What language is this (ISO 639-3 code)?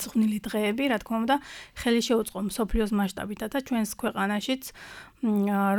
kat